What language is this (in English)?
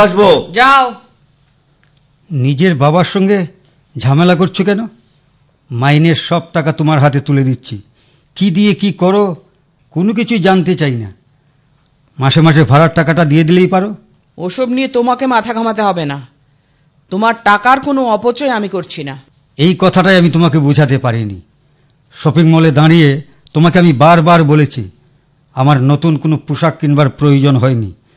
Bangla